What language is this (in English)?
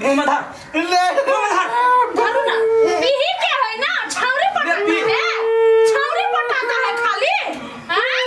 Maithili